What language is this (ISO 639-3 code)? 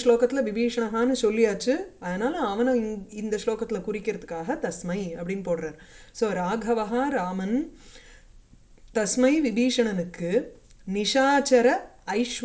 tam